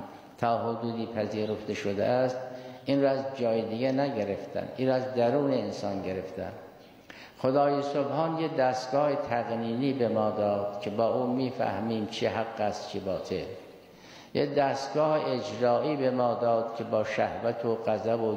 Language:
Persian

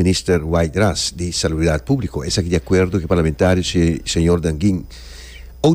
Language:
Papiamento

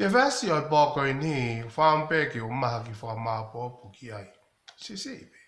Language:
Tongan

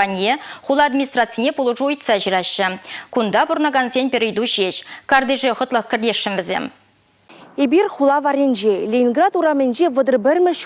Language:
Chuvash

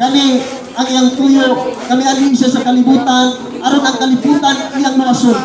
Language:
Cebuano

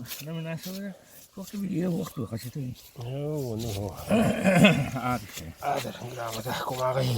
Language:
Yakut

